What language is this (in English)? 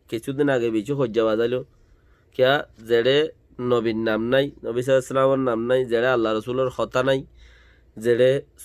Rohingya